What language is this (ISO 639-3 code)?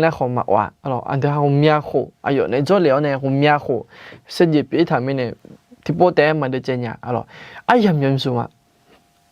ahk